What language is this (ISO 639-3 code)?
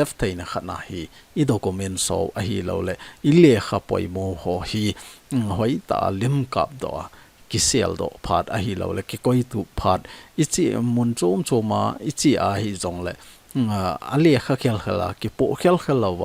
tcz